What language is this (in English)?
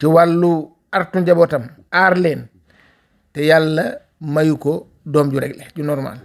Wolof